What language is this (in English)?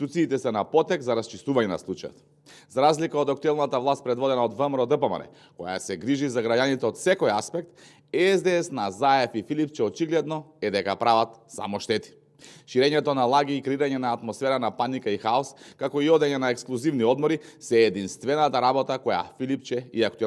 Macedonian